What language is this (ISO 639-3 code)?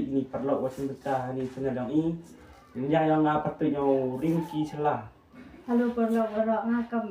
kha